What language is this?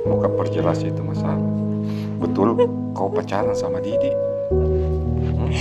Makassar Malay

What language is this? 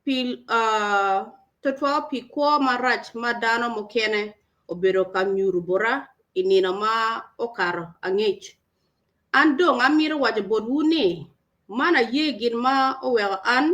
Acoli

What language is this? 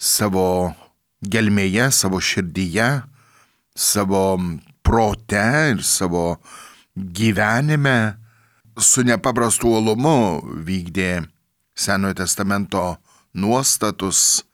Lithuanian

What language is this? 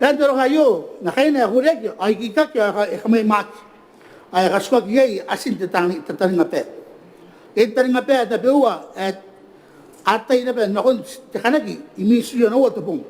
Gilbertese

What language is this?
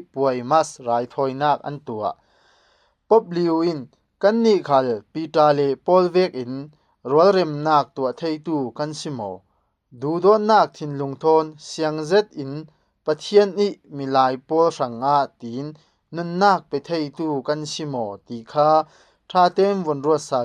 Falam Chin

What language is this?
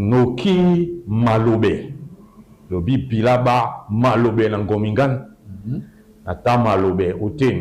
Duala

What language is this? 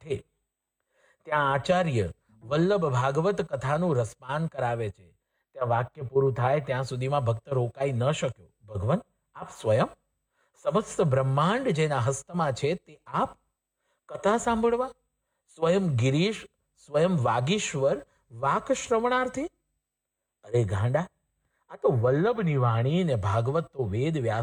Gujarati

